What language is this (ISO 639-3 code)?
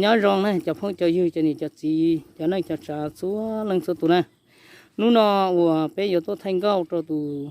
hmn